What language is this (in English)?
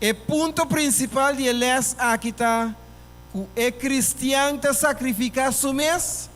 Papiamento